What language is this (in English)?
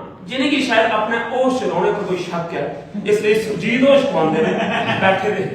Dogri